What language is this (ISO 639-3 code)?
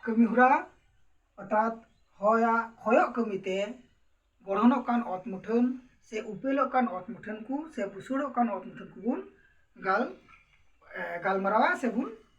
sat